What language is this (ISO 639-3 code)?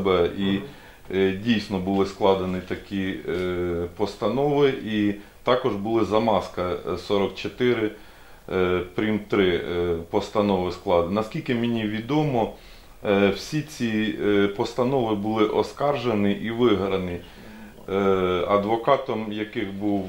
ukr